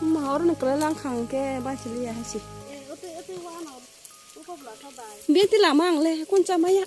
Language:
Kok Borok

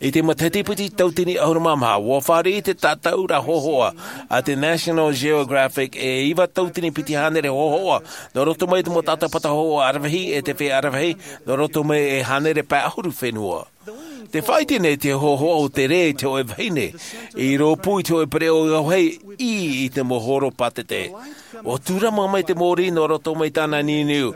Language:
Tahitian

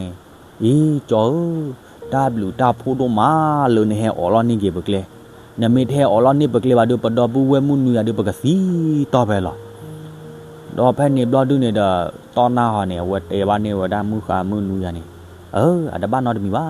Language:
S'gaw Karen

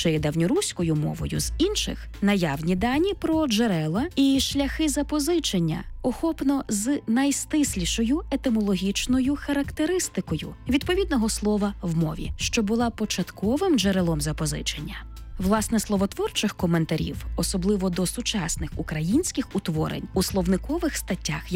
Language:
Ukrainian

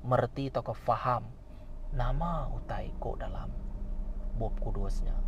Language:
Iban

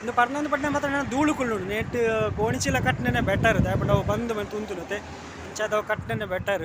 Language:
Tulu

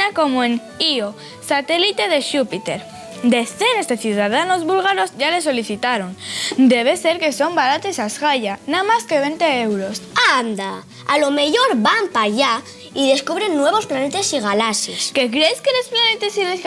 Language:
Asturian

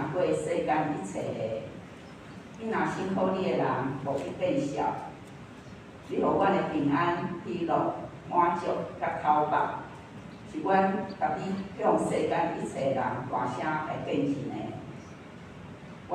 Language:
Min Nan Chinese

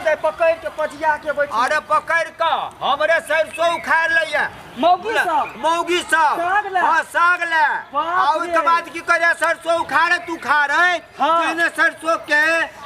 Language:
Maithili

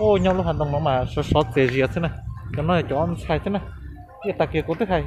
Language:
Hmong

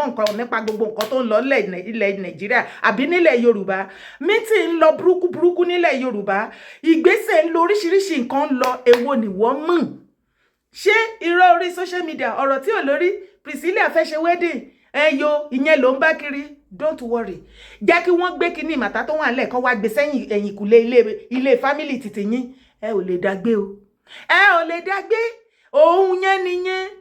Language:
Yoruba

